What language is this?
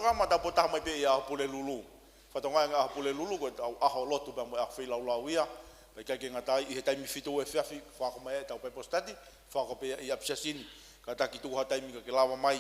Tongan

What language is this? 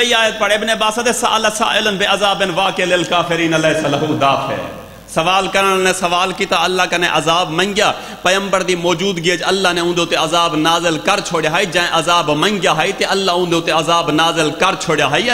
Saraiki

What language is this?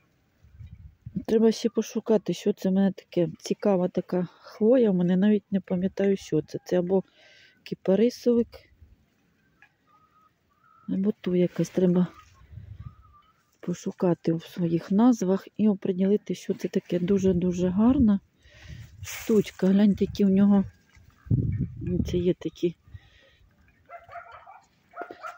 Ukrainian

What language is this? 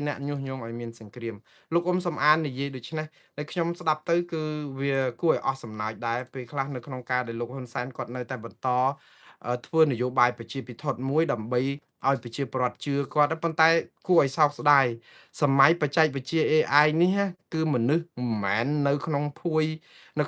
Khmer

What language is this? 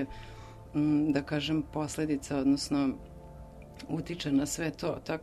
Serbian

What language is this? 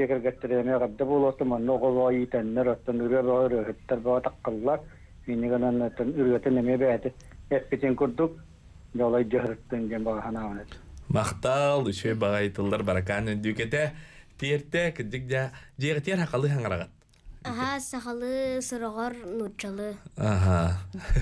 Yakut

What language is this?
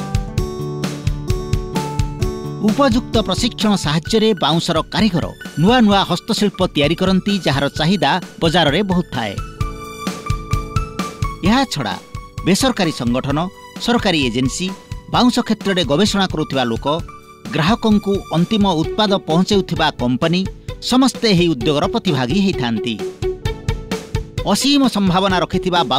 Odia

